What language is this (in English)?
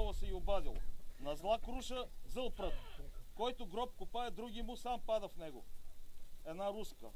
Bulgarian